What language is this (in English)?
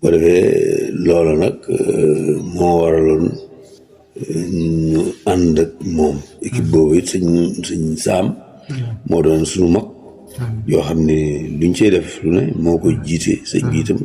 Wolof